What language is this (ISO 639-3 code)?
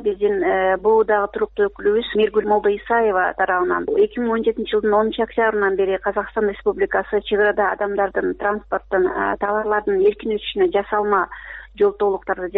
kir